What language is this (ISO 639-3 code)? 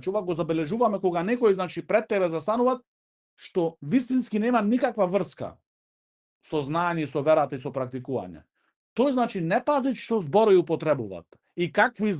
mkd